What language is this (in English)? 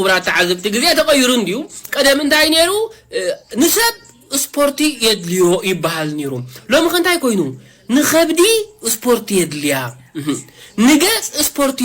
Tigrinya